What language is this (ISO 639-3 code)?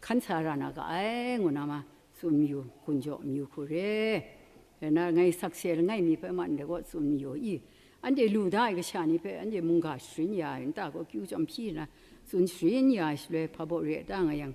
kac